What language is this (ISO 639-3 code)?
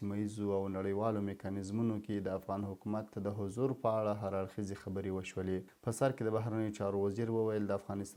pus